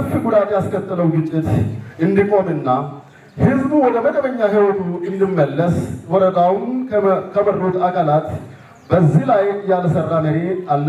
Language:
Amharic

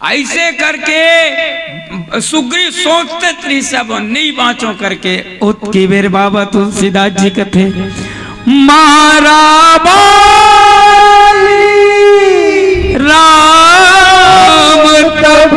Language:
Chhattisgarhi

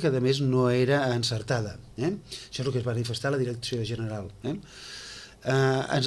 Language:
Catalan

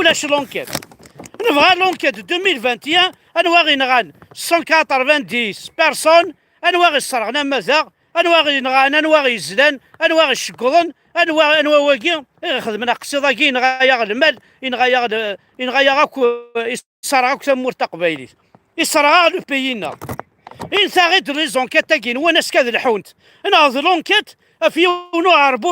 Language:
Kabyle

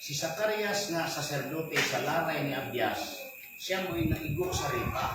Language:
Cebuano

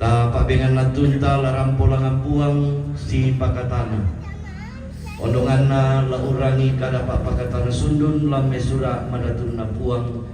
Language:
Toraja-Sa'dan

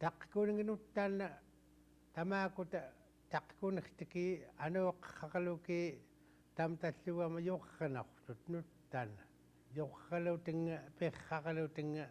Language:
Central Yupik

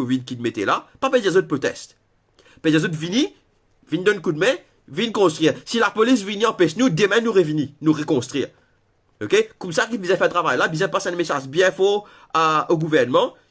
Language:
Morisyen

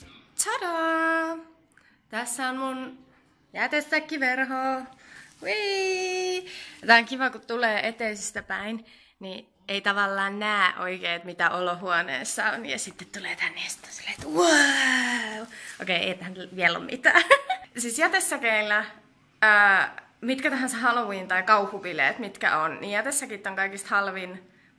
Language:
Finnish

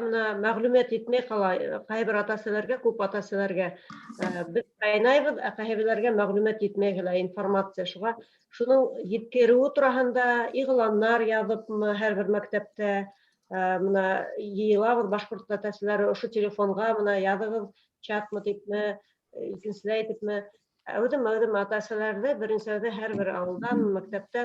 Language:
Bashkir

